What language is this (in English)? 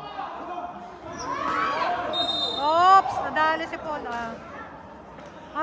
Filipino